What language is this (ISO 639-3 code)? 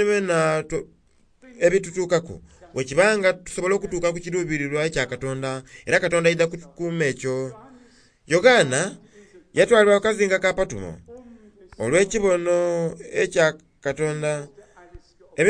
xog